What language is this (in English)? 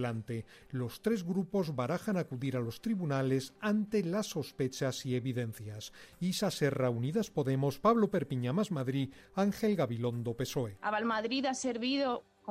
Spanish